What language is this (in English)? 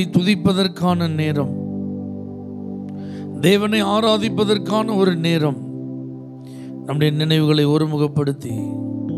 Tamil